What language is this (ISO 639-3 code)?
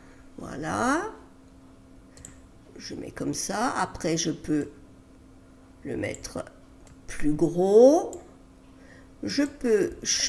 fra